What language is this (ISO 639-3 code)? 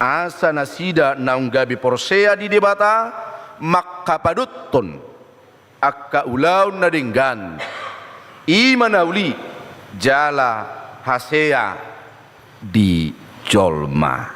bbc